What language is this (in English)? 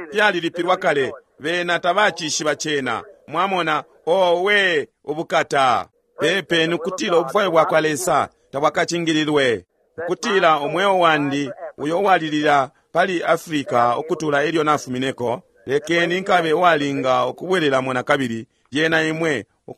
Bemba